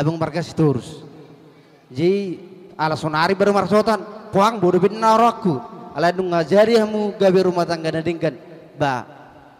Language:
Batak Toba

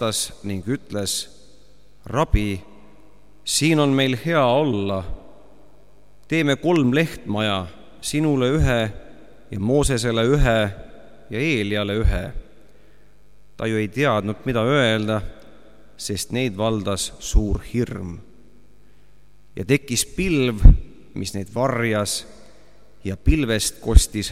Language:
Estonian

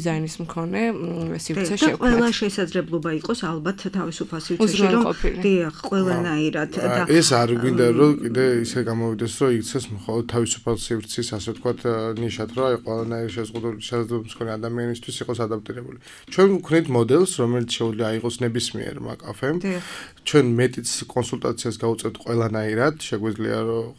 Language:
Georgian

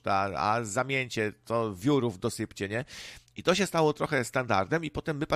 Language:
Polish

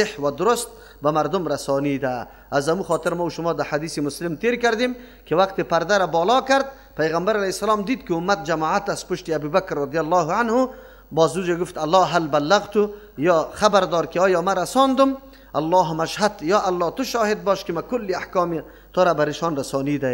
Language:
Persian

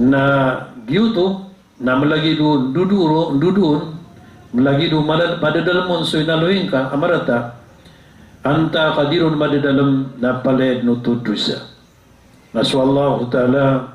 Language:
Maranao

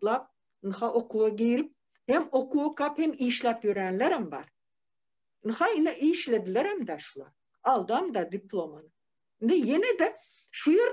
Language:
Turkmen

